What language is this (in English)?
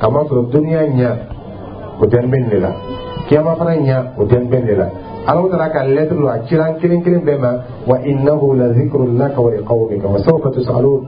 Dyula